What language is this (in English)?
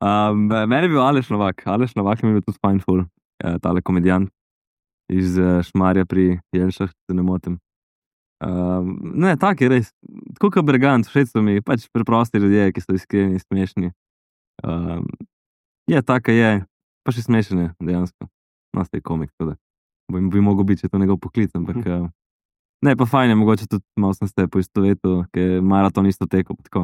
Slovenian